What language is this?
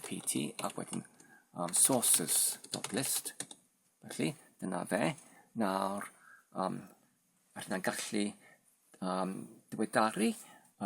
Welsh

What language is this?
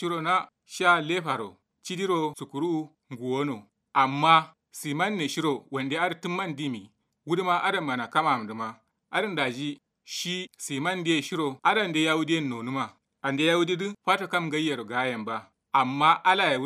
Kanuri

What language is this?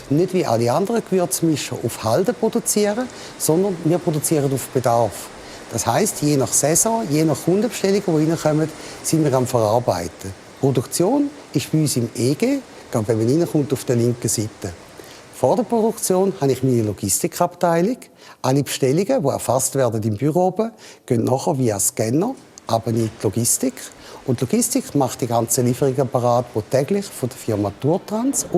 Swiss German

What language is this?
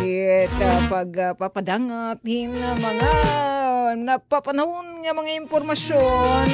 Waray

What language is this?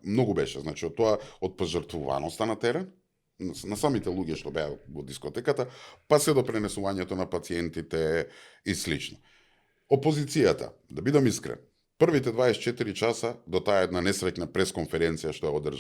Macedonian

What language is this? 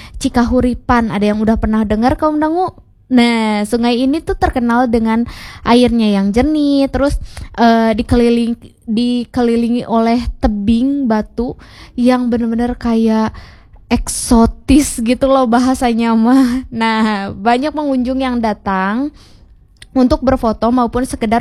Indonesian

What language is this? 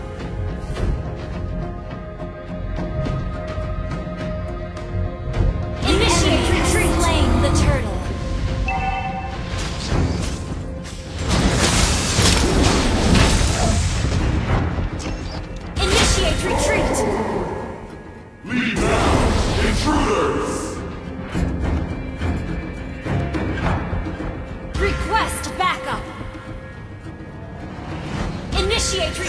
English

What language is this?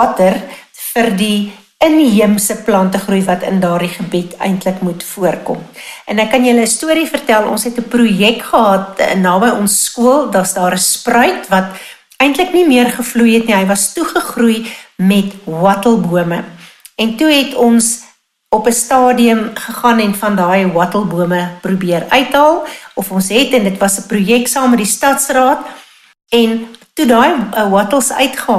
Afrikaans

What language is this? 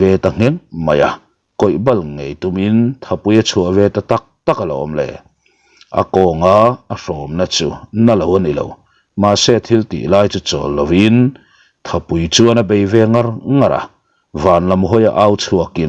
Mizo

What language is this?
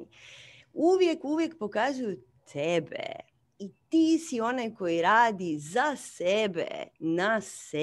Croatian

